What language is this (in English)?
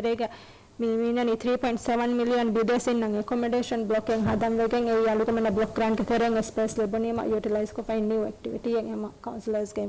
Divehi